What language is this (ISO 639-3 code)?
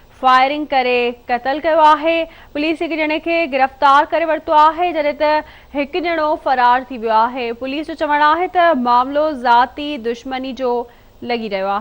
snd